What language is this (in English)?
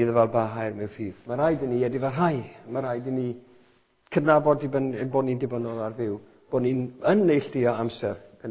Welsh